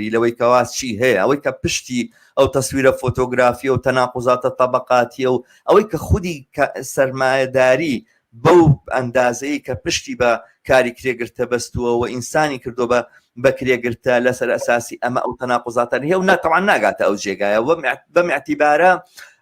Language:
Central Kurdish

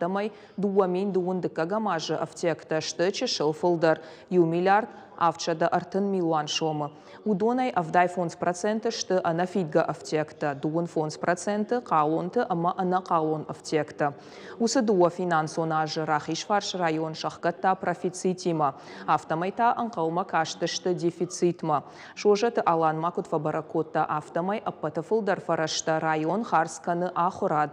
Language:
Ossetic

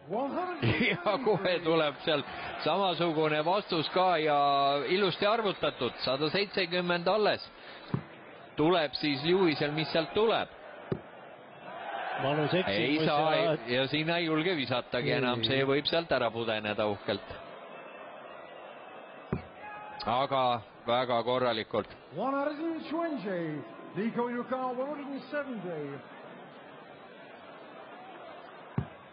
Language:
Estonian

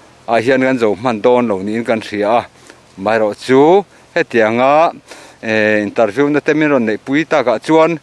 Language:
Mizo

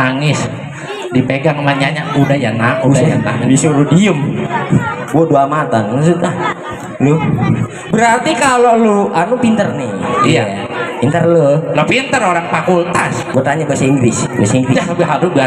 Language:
Betawi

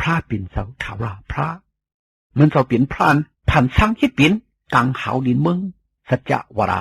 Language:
Shan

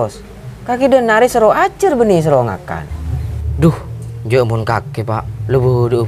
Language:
Madurese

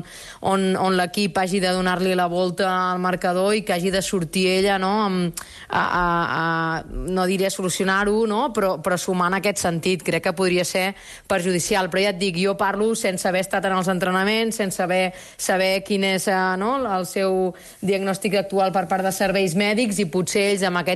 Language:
Catalan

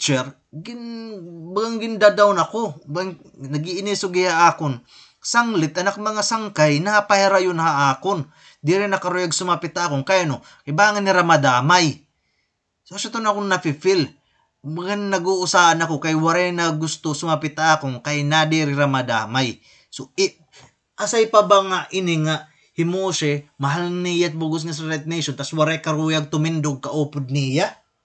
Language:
Waray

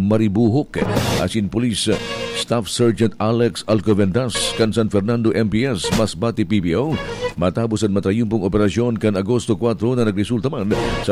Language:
Bikol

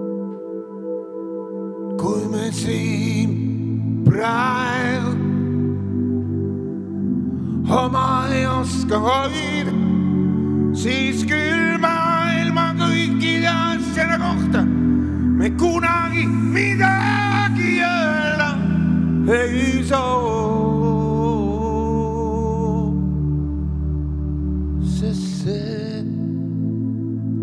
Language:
Estonian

